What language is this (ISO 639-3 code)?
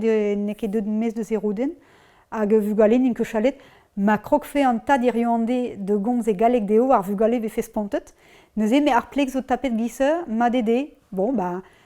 bre